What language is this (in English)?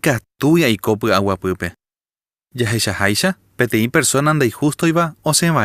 Guarani